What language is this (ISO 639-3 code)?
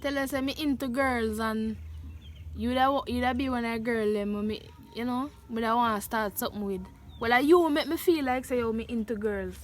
jam